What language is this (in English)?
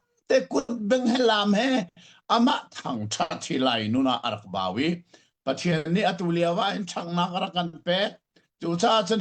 Hakha Chin